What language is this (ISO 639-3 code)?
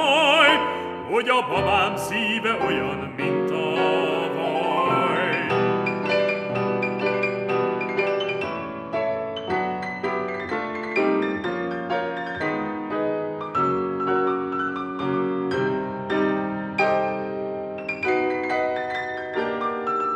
hun